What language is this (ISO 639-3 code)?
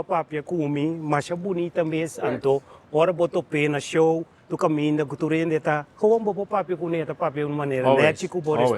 pap